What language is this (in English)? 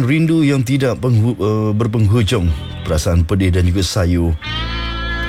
Malay